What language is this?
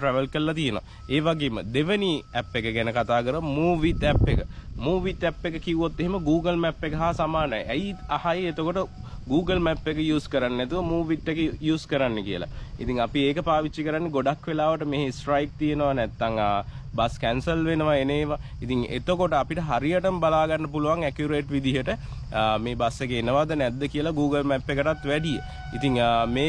Sinhala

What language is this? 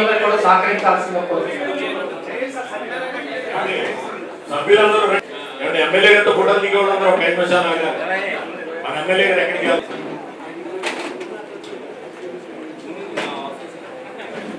Telugu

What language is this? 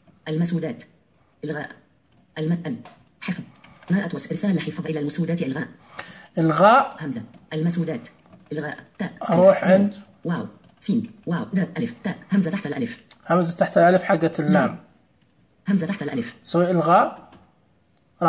Najdi Arabic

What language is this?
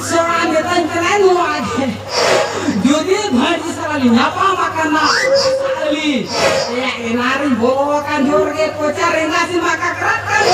Santali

